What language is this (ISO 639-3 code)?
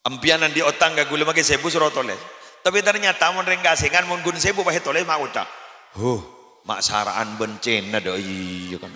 mad